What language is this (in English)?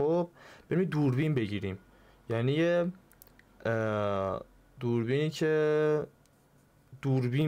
Persian